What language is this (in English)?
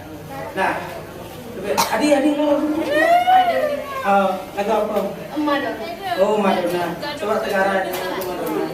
Balinese